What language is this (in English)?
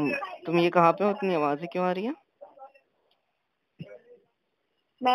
Hindi